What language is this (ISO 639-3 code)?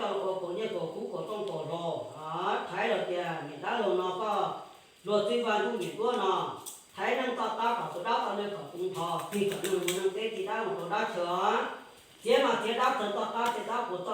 hmn